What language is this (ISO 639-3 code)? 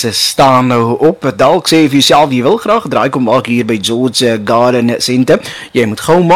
afr